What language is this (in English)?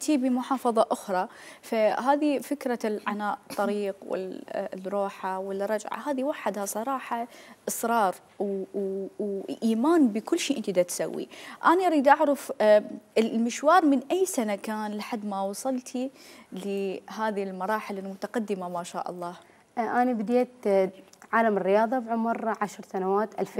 Mesopotamian Arabic